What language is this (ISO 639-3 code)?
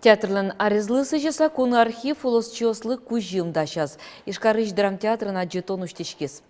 udm